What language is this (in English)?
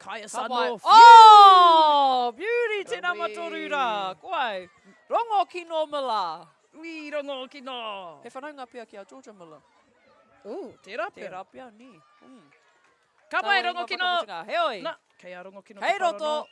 Māori